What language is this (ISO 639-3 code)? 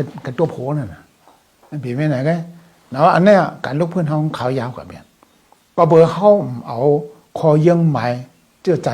shn